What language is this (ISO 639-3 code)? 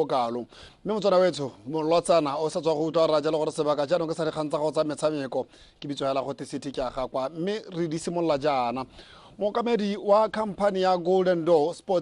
tsn